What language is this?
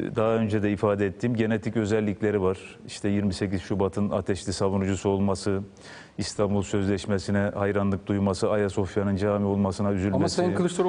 Turkish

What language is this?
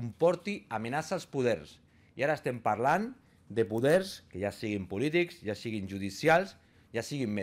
Catalan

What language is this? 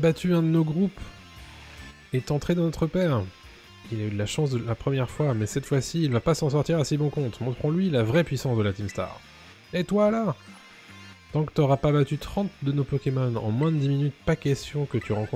French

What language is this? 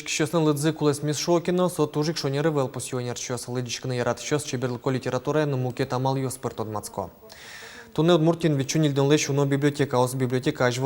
Udmurt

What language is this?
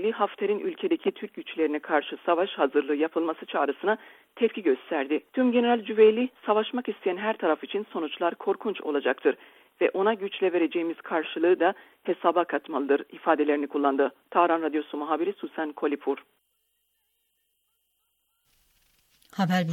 Turkish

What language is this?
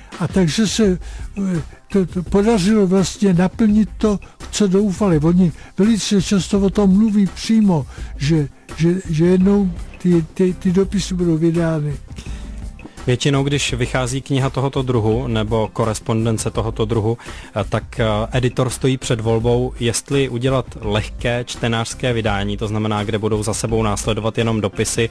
Czech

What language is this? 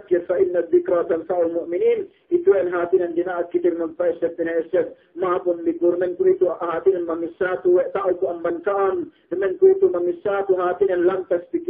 Yakan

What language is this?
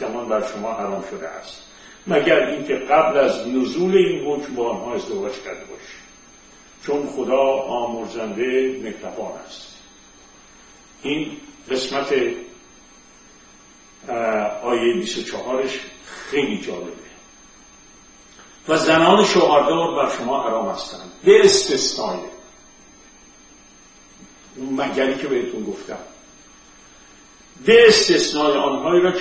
Persian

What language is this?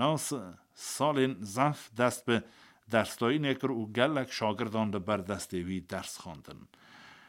Kurdish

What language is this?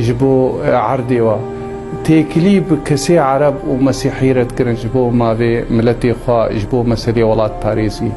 Kurdish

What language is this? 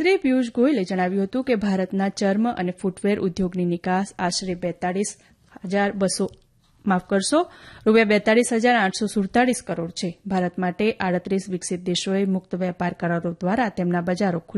Gujarati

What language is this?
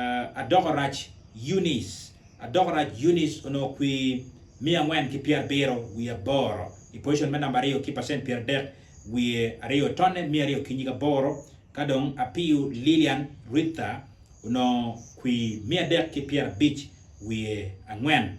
Acoli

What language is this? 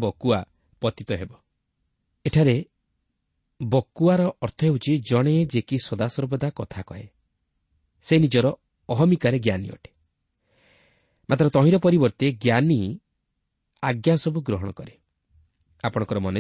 Odia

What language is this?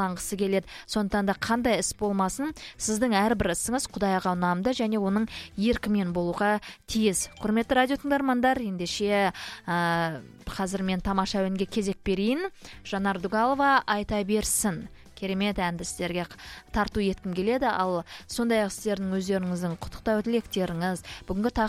Kazakh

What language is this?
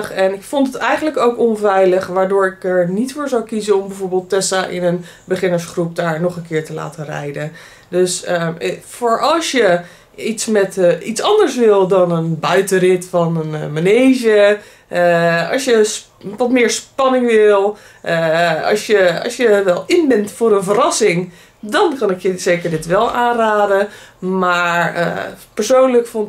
Dutch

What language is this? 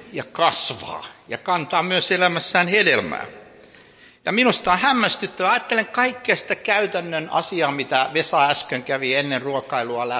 Finnish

